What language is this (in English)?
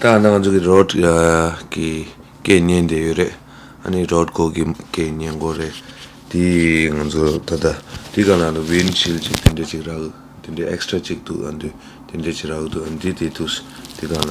Tibetan